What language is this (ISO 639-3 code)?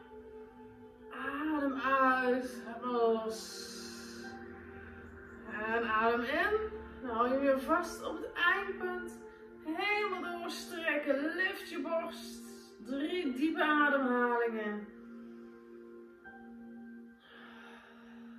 nld